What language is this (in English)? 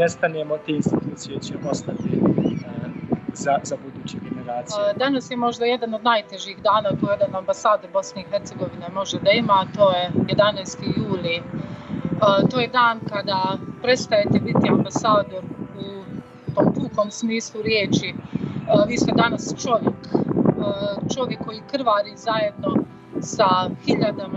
Bosnian